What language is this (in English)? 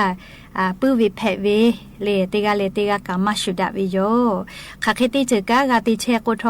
Lahu